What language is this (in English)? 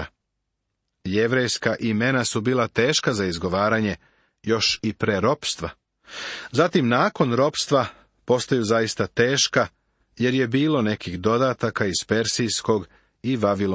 Serbian